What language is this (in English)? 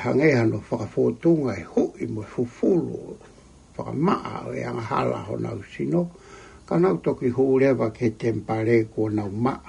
Tongan